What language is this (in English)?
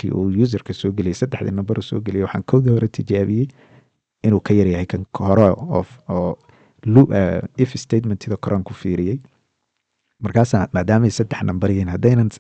Somali